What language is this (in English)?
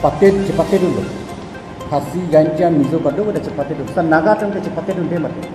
Karbi